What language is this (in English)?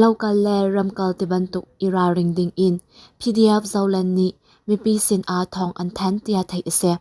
Hakha Chin